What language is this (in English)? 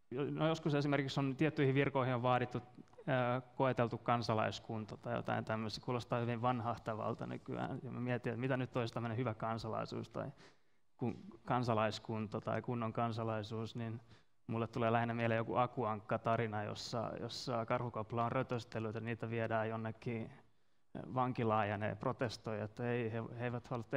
Finnish